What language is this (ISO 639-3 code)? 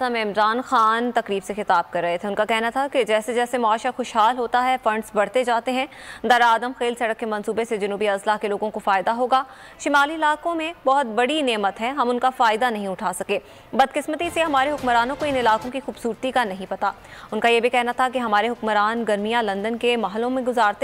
urd